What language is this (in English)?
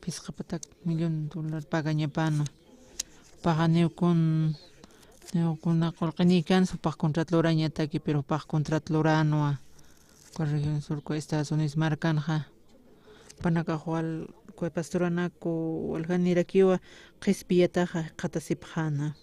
Aymara